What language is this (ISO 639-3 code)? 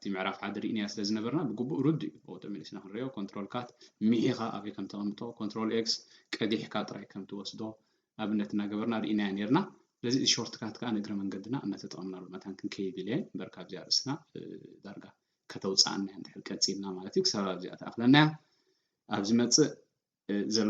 tir